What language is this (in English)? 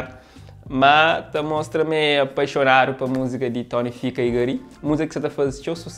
Kabuverdianu